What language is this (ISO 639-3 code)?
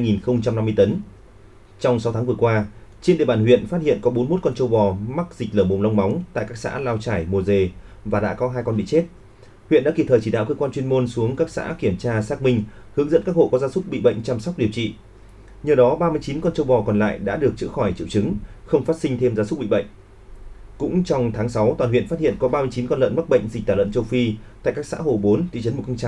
vie